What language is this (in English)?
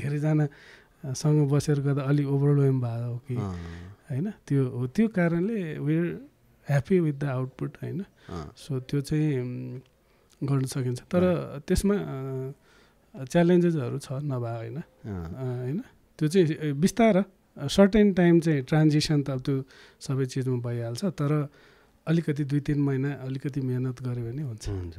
Nepali